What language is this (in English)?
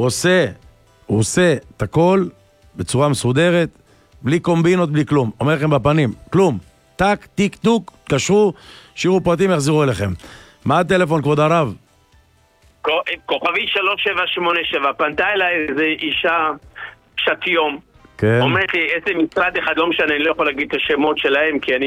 Hebrew